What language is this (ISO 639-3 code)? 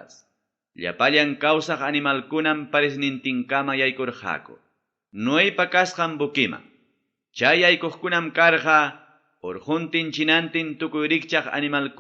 quy